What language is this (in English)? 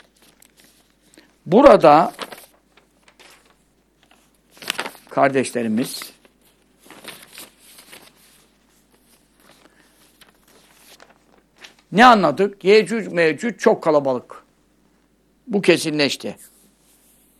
Turkish